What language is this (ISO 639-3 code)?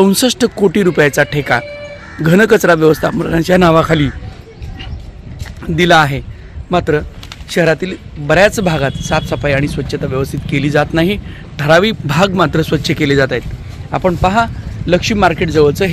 mar